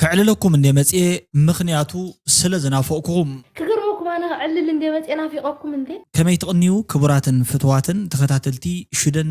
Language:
Tigrinya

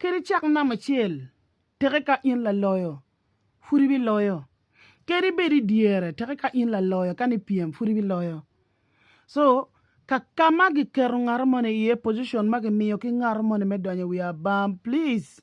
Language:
Acoli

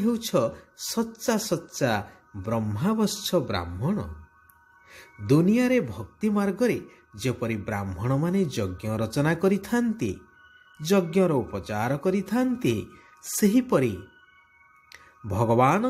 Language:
Odia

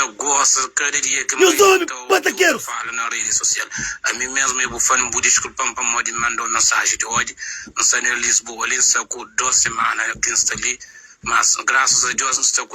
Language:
Kabuverdianu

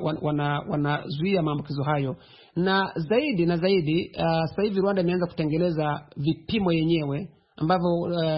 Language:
Swahili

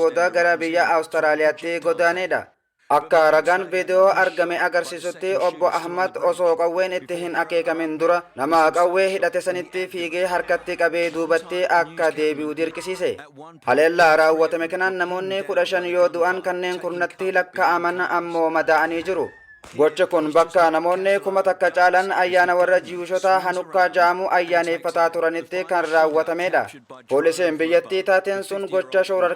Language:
Oromo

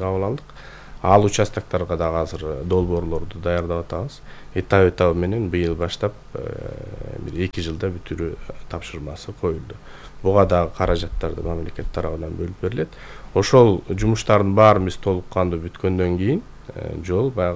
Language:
Kyrgyz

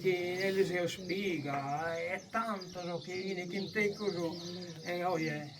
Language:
Sardinian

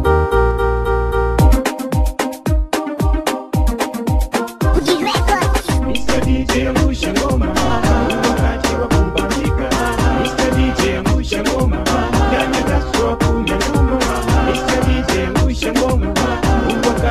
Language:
Swahili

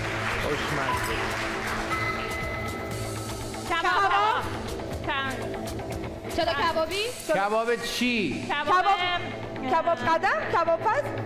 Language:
Persian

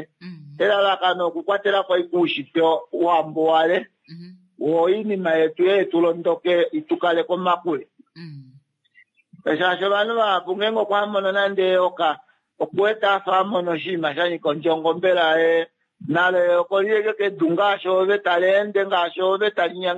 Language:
Kuanyama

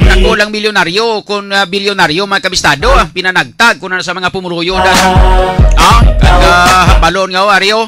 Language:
Hiligaynon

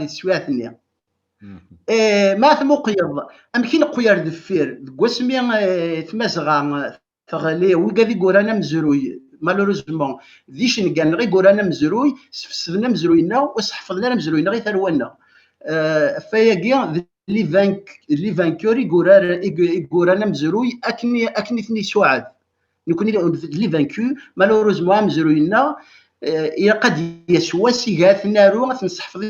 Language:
Kabyle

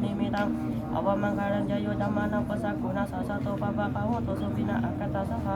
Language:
Pali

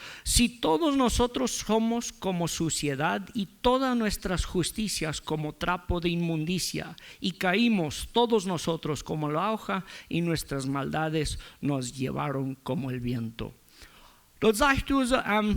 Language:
Plautdietsch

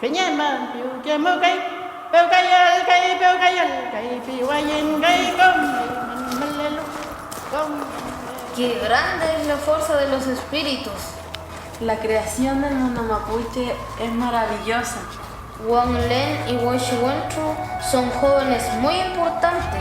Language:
Mapuche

